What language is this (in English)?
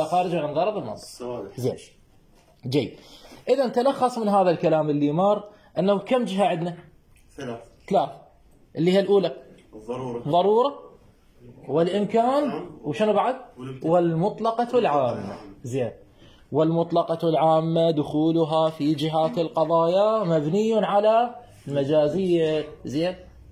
Mesopotamian Arabic